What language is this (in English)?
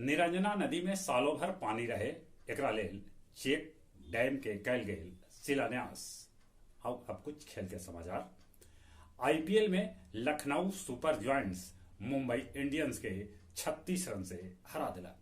Magahi